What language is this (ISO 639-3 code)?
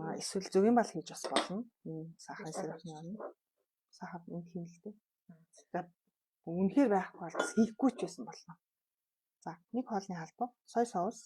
mon